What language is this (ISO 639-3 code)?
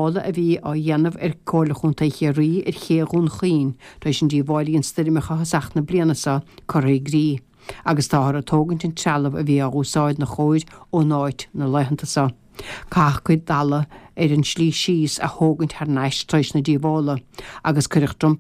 gle